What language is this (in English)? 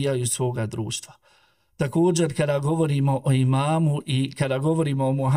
Bosnian